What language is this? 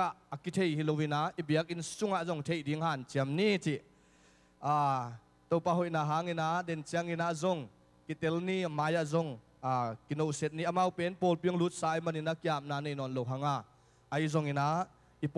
Tedim Chin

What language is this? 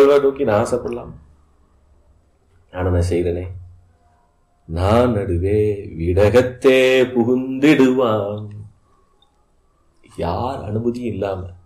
Tamil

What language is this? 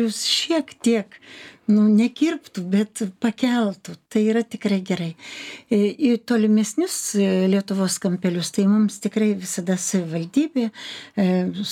Lithuanian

